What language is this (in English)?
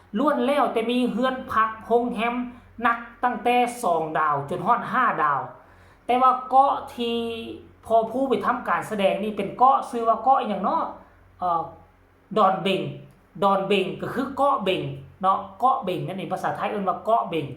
Lao